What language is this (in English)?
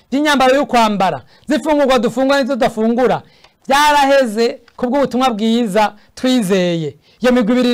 Rundi